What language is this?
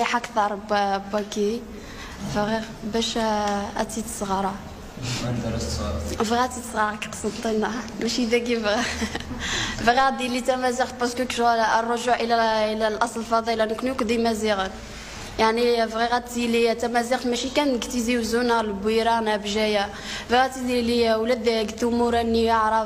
Kabyle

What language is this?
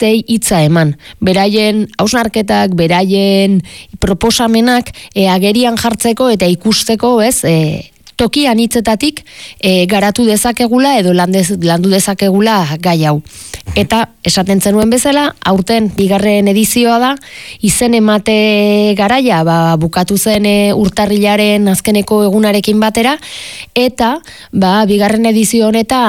Basque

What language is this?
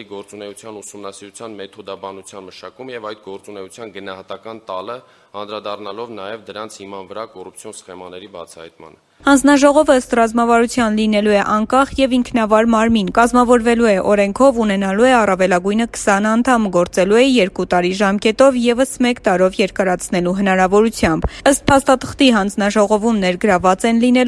Armenian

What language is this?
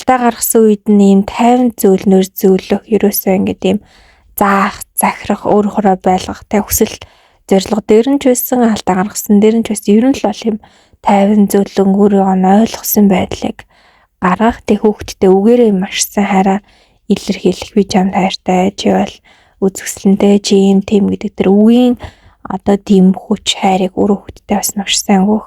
Mongolian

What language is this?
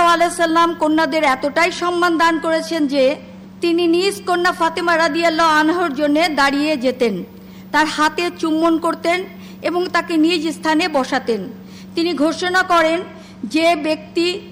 Bangla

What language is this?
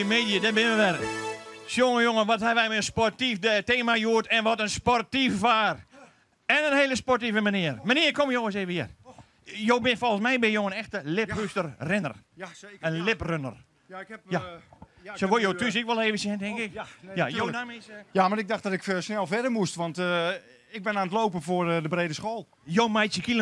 Western Frisian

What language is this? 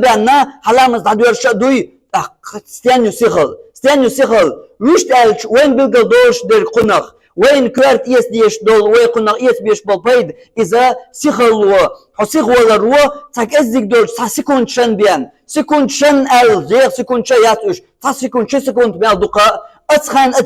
Chechen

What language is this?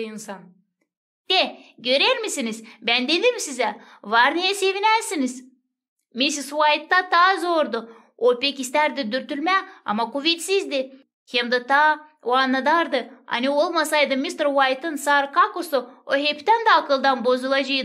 Gagauz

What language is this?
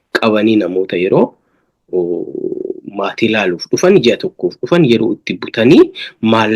Oromo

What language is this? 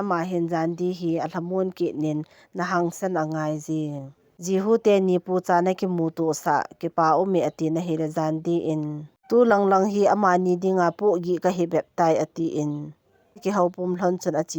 Thado Chin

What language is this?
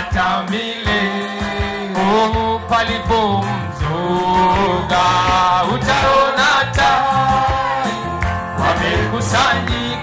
Swahili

